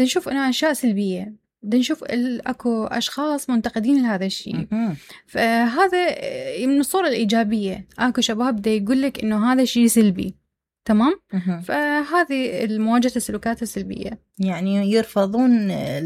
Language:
Mesopotamian Arabic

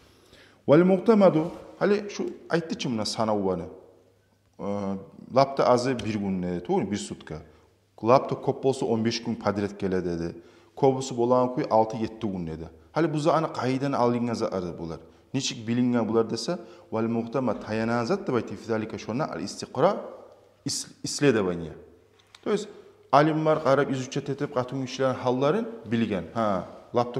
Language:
Kumyk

